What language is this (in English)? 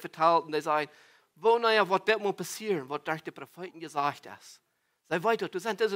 Plautdietsch